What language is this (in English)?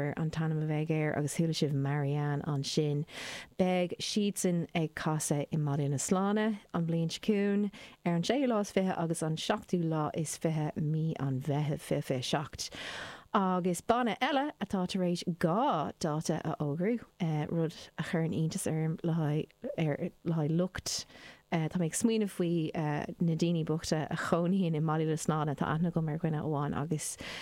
Irish